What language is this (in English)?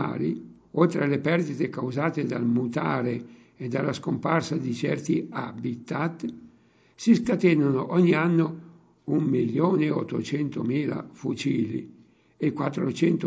Italian